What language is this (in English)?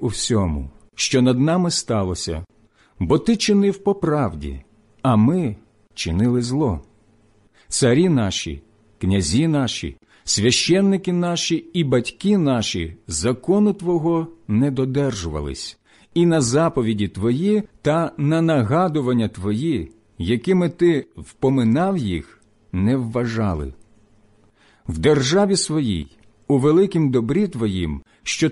Ukrainian